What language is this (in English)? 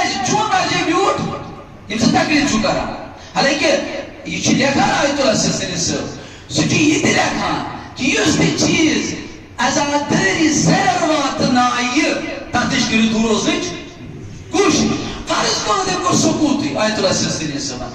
Kashmiri